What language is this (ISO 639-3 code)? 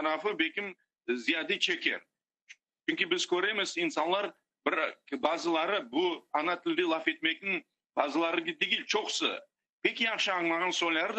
crh